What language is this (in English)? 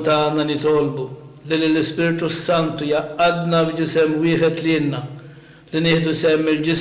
Maltese